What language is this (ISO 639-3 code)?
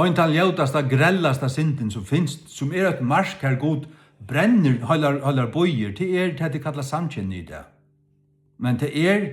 fao